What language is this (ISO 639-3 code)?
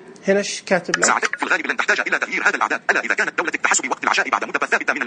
ars